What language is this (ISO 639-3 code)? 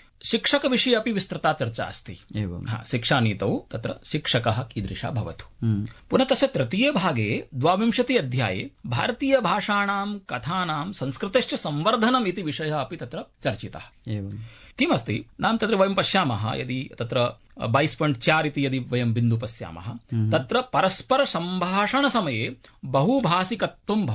san